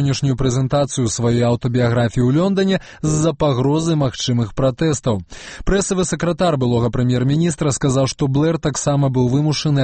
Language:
Belarusian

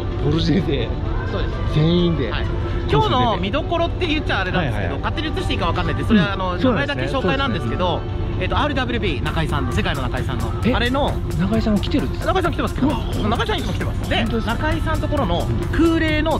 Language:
Japanese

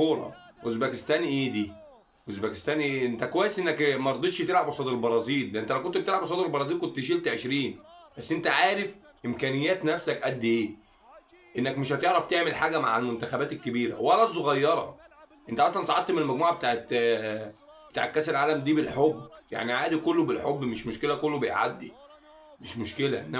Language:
Egyptian Arabic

